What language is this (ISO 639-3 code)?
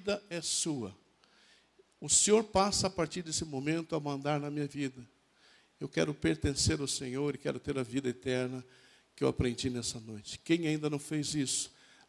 por